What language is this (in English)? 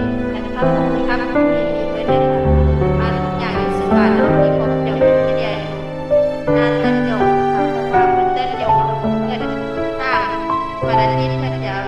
Northeastern Thai